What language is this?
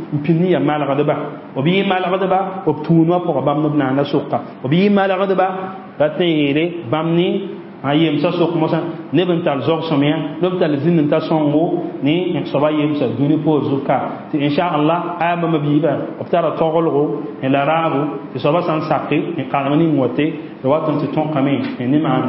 Mossi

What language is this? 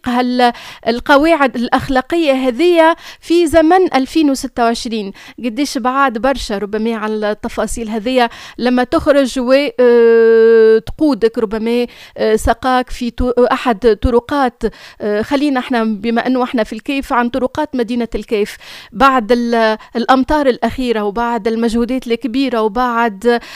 Tunisian Arabic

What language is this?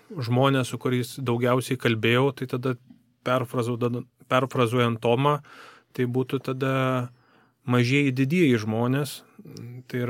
Lithuanian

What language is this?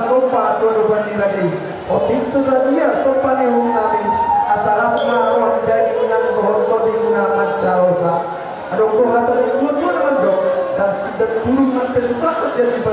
Batak Toba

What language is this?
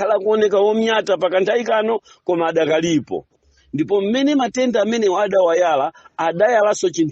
Nyanja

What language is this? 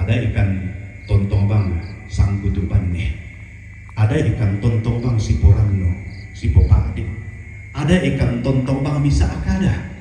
Toraja-Sa'dan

